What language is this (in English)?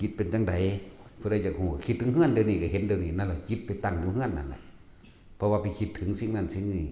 Northeastern Thai